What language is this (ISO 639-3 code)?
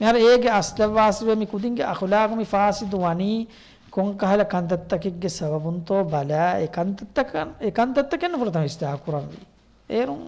div